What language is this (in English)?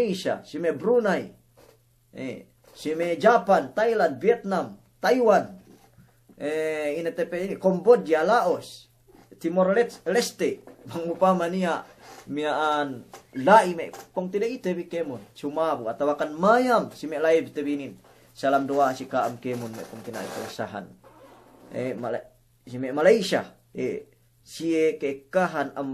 Yakan